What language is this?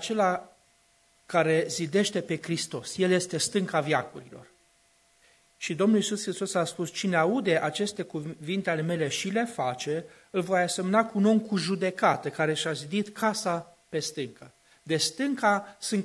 Romanian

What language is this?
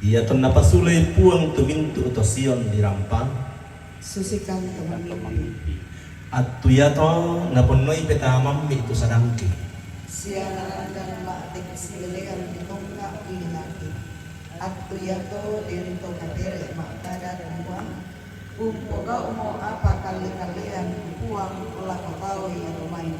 Toraja-Sa'dan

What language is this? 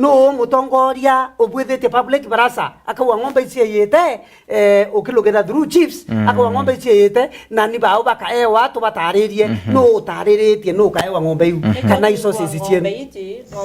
Meru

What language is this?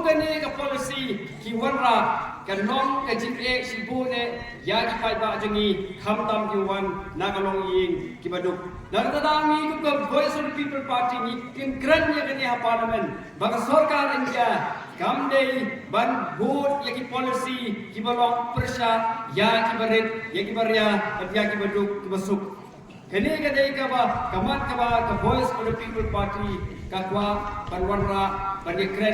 Khasi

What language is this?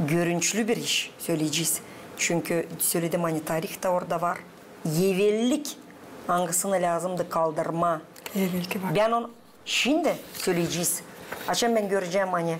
Gagauz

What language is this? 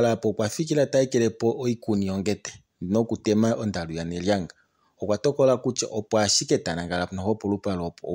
Kuanyama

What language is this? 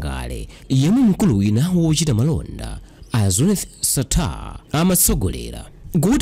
Nyanja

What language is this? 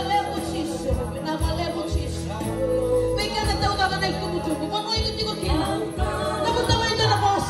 Fijian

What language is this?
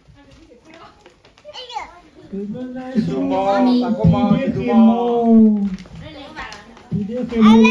S'gaw Karen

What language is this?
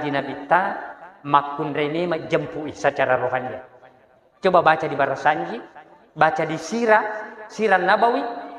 Buginese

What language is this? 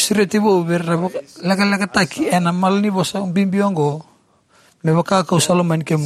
Fijian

